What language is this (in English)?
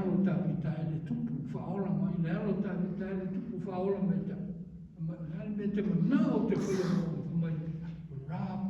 Samoan